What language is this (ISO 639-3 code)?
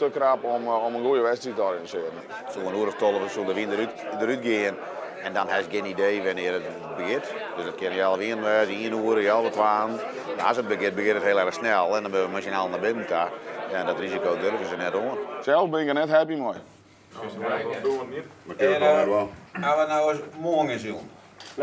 fry